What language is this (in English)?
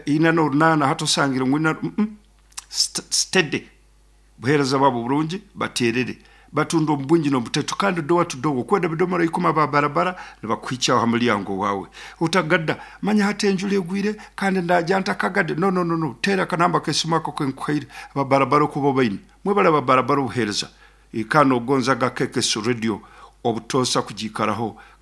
Nyankole